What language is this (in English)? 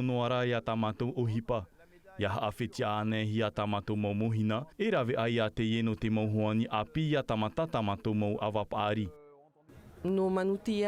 Tahitian